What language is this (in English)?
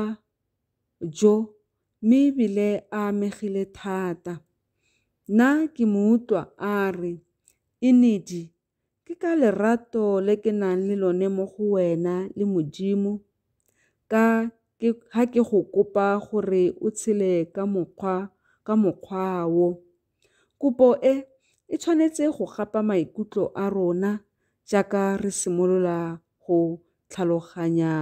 Tswana